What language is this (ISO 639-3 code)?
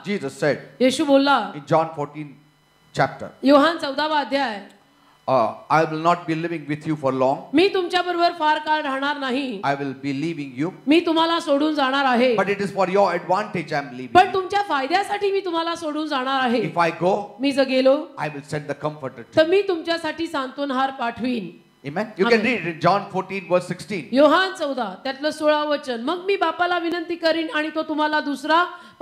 mar